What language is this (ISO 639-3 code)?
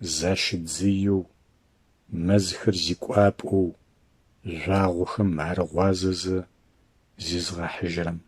ady